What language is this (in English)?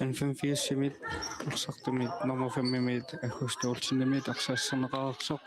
Kalaallisut